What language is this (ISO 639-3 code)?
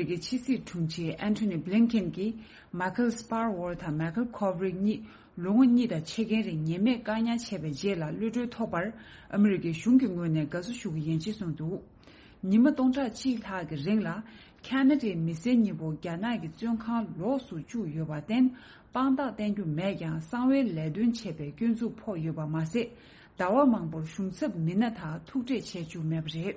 bod